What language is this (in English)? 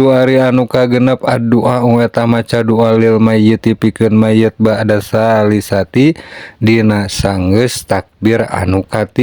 Sundanese